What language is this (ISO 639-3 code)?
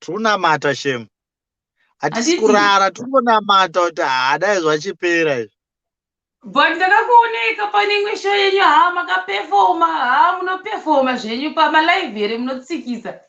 sna